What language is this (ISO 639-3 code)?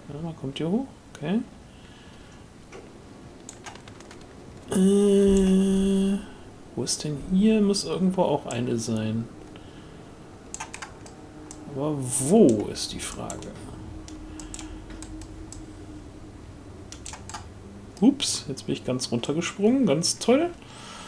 deu